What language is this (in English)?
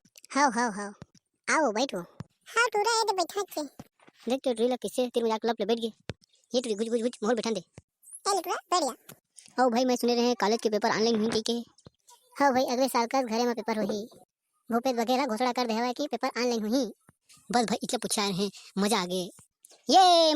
Chhattisgarhi